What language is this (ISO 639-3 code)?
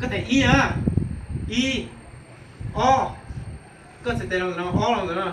hmn